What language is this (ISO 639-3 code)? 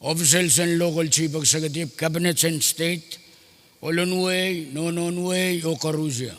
pon